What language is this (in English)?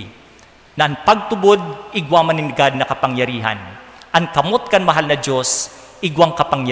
Bikol